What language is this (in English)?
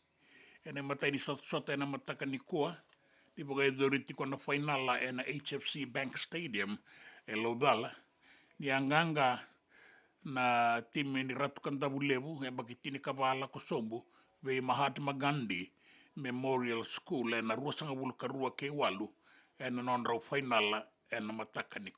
Fijian